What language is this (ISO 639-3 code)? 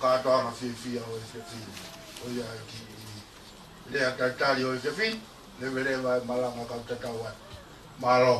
ton